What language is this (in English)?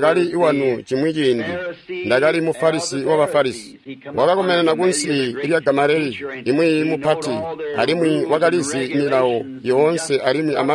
Tonga (Zambia)